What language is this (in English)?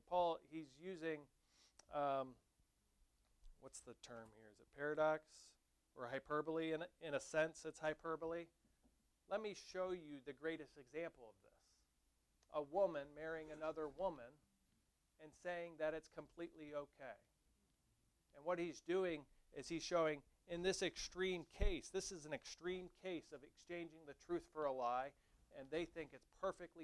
English